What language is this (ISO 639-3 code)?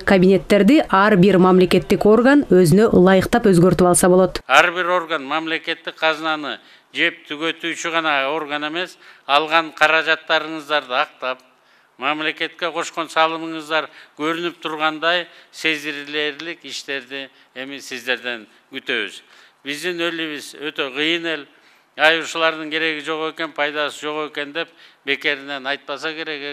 kir